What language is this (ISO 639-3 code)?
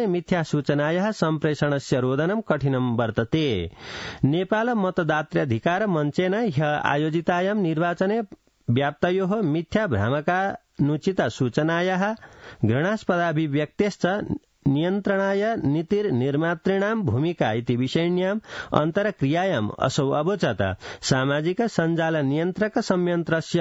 san